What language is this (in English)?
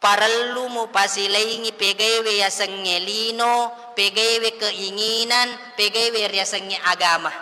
Buginese